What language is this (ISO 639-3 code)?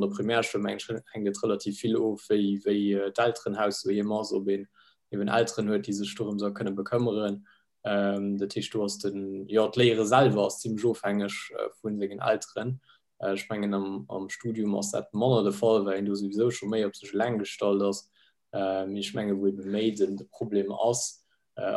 ltz